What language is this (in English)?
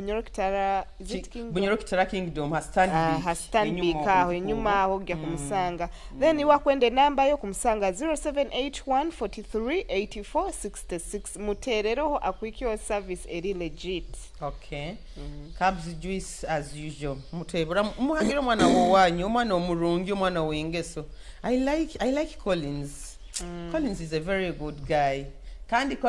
Nyoro